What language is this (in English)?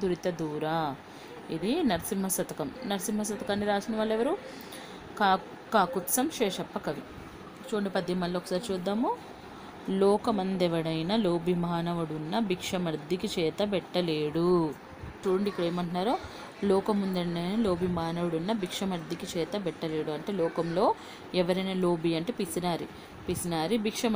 Telugu